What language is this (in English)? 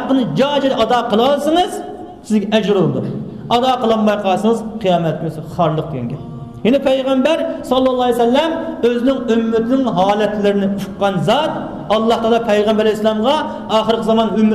Uyghur